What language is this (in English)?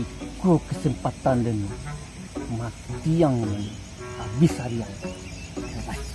Minangkabau